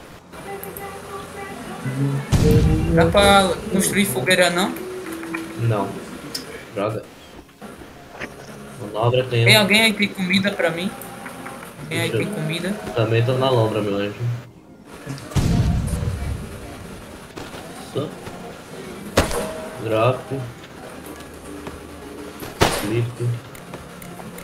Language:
Portuguese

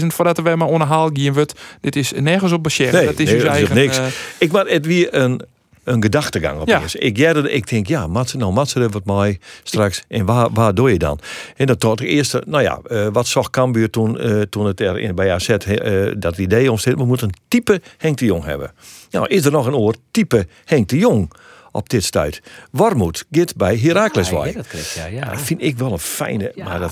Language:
Western Frisian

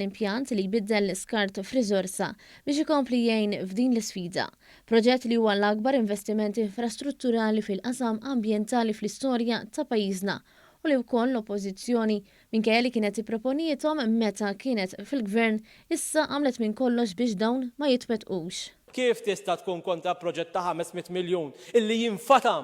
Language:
Maltese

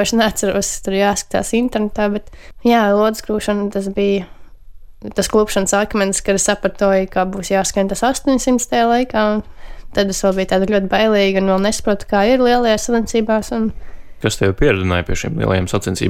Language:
Latvian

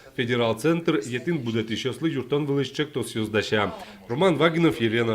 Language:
Udmurt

